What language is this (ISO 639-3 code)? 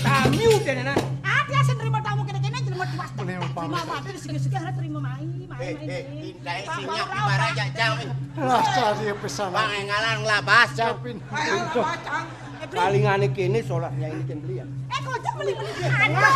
ban